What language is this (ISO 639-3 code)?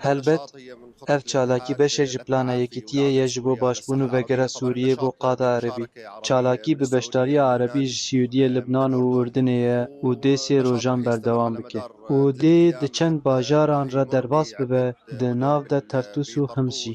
kur